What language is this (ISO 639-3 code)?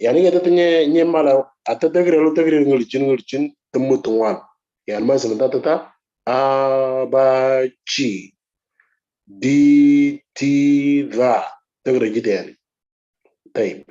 mor